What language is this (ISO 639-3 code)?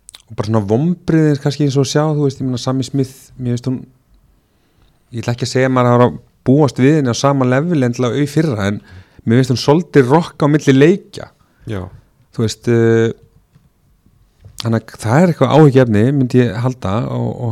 isl